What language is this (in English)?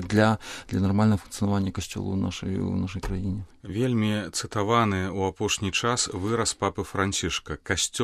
Belarusian